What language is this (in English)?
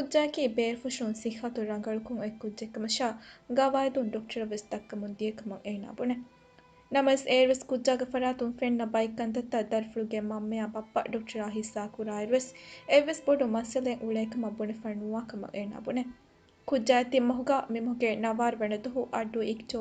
Divehi